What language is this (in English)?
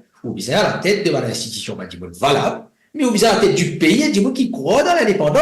Morisyen